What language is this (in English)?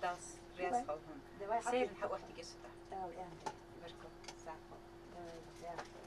Ingush